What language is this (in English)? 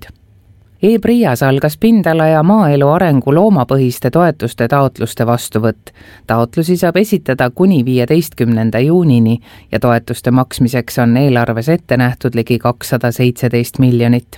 Estonian